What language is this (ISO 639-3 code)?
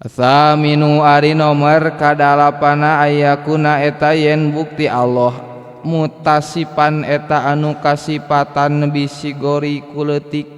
sun